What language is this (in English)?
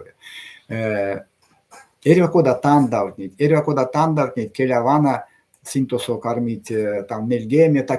Erzya